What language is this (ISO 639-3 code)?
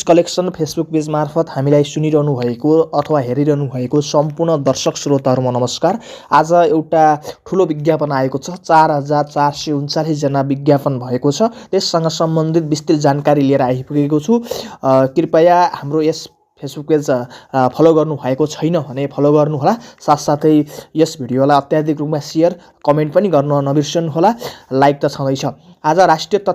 nep